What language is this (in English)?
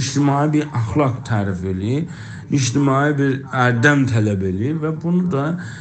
South Azerbaijani